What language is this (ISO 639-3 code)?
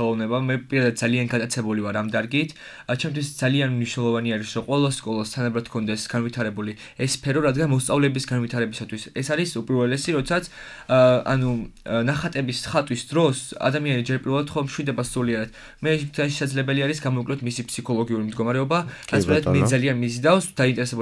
kat